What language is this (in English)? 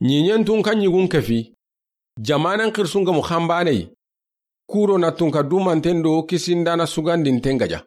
Soninke